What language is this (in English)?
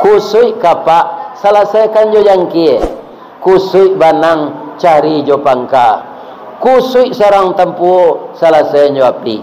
Minangkabau